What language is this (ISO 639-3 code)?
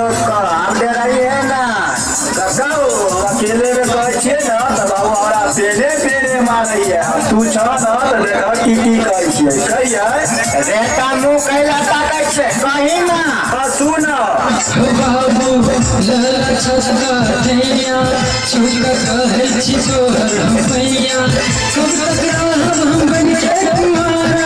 mai